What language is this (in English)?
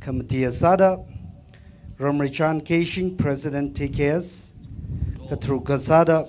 Tangkhul Naga (India)